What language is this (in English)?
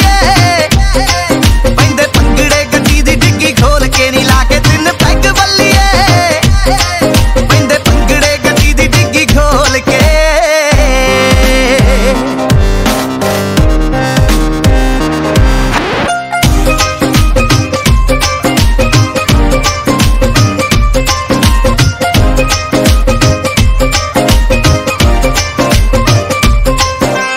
Punjabi